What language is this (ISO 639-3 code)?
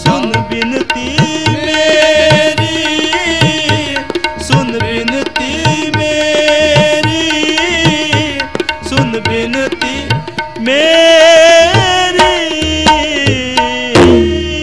pan